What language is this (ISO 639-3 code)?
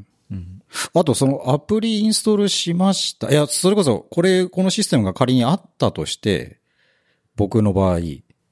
jpn